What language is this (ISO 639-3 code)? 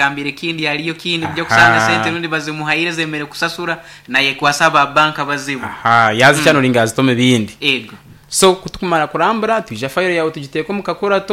nyn